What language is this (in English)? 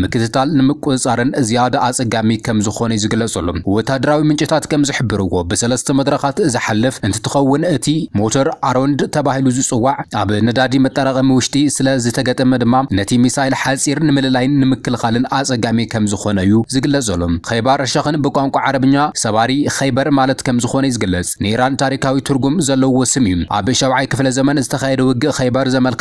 Tigrinya